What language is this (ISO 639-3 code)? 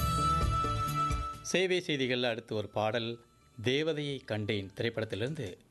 tam